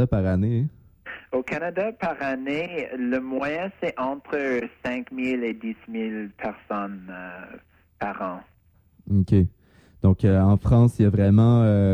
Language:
French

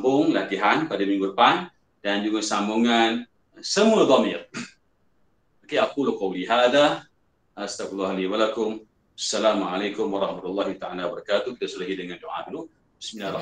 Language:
Malay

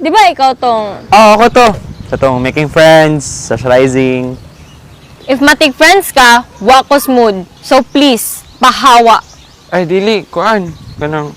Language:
Cebuano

